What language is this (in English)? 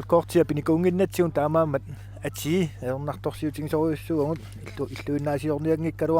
Kalaallisut